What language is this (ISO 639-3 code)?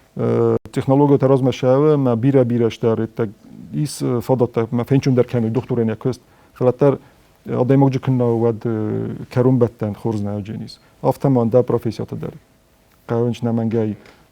oss